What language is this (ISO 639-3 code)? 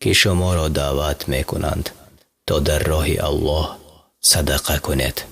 fas